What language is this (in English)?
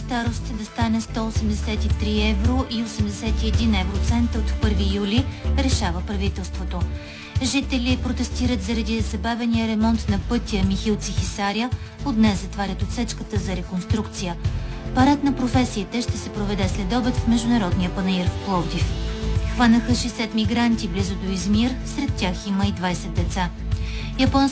Bulgarian